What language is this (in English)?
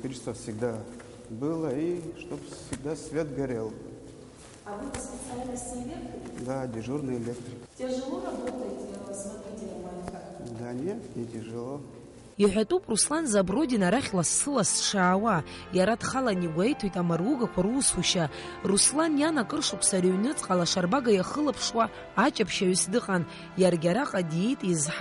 Abkhazian